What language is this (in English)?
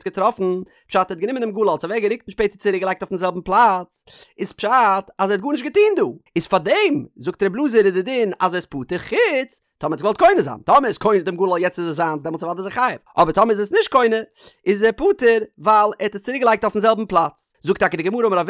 Yiddish